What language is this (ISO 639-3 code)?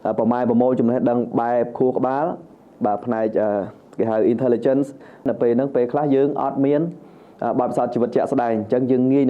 khm